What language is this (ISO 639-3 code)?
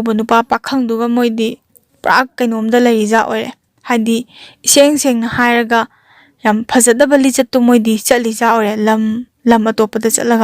mni